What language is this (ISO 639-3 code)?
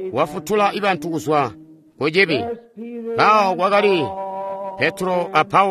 toi